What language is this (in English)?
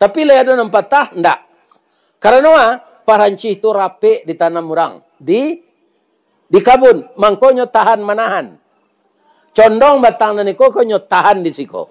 Minangkabau